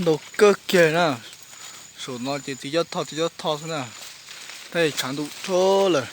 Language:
Hmong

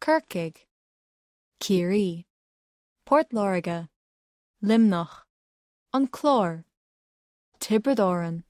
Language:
Irish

